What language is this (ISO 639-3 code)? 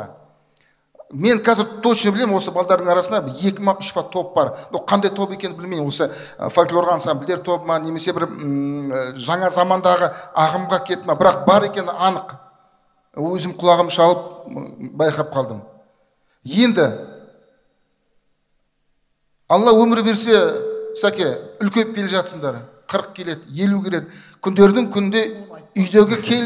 kaz